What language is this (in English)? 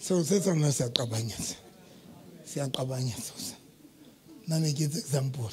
Southern Sotho